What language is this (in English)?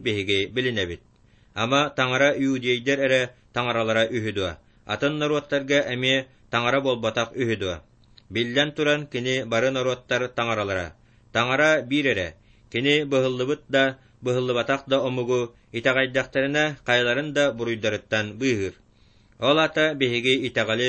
Yakut